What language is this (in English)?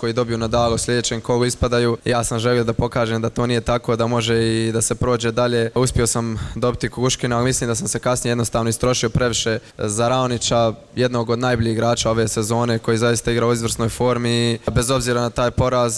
Bosnian